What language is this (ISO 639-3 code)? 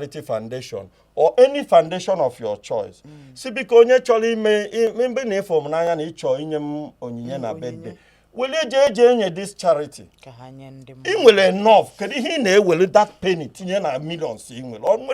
ibo